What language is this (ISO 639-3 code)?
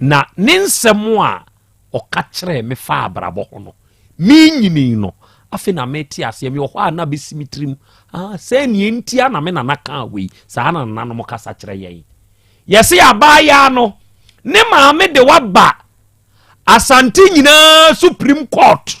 aka